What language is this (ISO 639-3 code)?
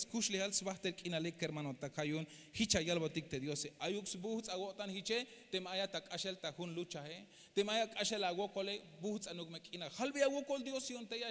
tzh